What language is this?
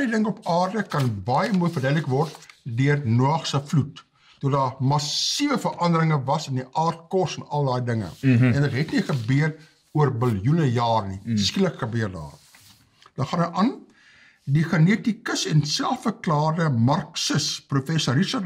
Afrikaans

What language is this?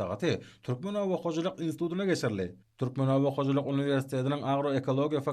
Turkmen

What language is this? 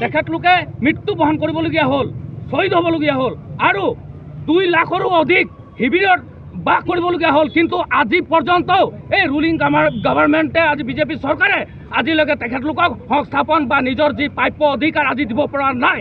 Assamese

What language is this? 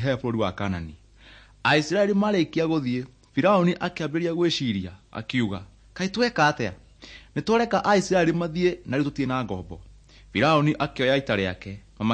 Kikuyu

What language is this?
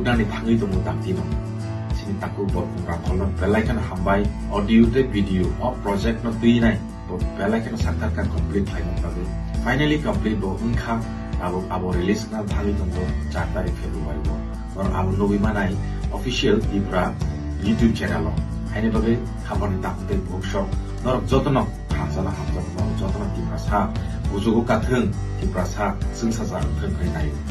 Kok Borok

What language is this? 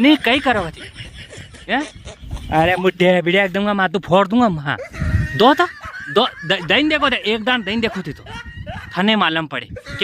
Rajasthani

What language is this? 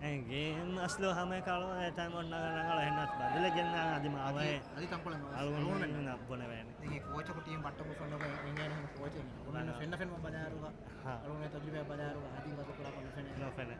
Divehi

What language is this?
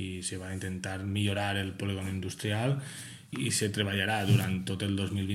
Catalan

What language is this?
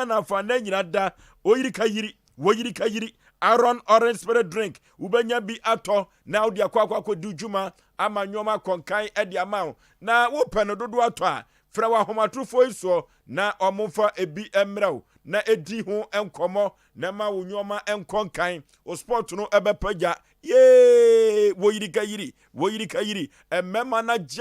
Akan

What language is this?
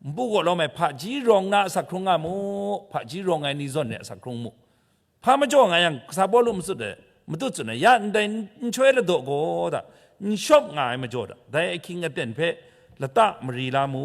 Kachin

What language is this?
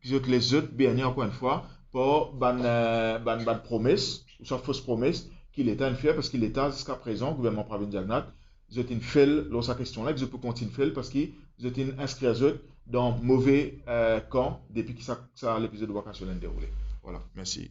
Morisyen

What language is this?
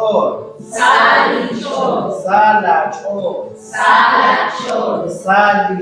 Kekchí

